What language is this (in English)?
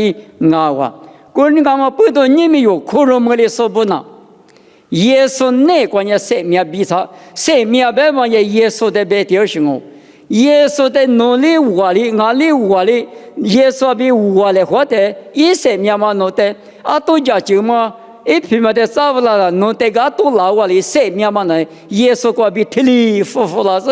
Lisu